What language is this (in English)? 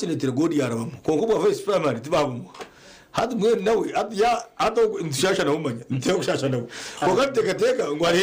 Nyankole